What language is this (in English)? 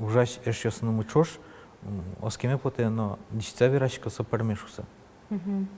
Udmurt